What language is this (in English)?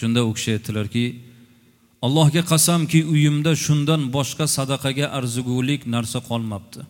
Uzbek